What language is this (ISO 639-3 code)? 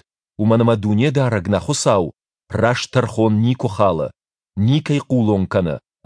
oss